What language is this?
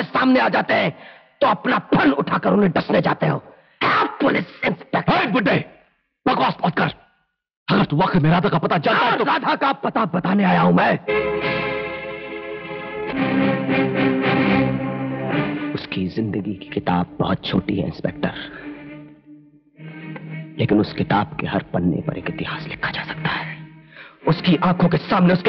Hindi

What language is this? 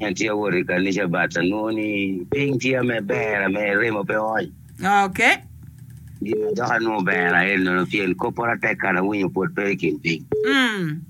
Acoli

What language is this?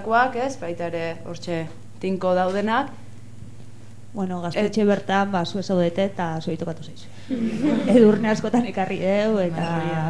Basque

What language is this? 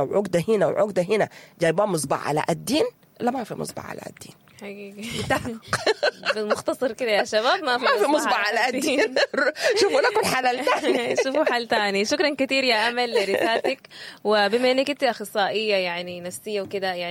Sudanese Arabic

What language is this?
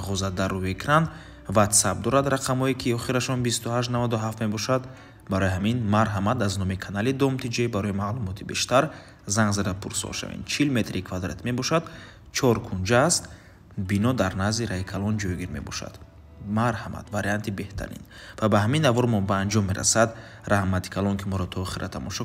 Tajik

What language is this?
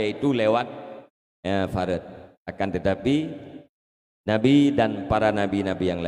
Achinese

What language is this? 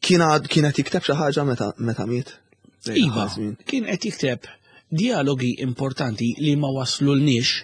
Maltese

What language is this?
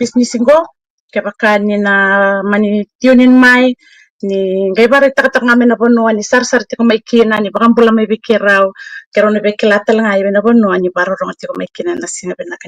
Fijian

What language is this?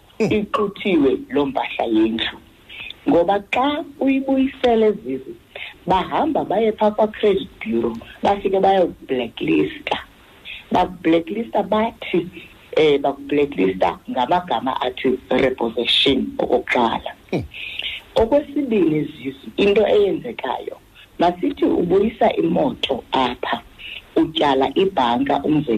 Xhosa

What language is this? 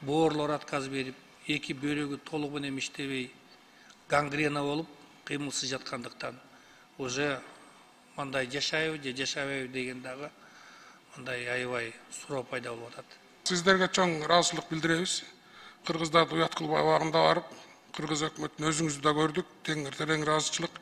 Kyrgyz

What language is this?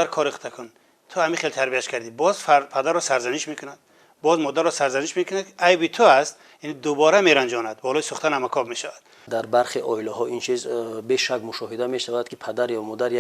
Tajik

